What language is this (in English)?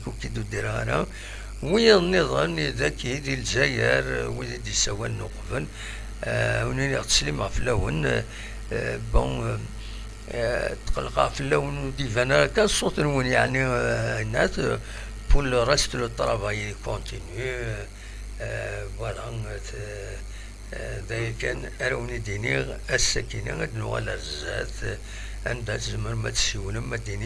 Kabyle